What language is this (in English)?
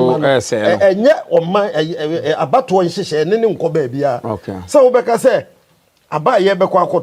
Akan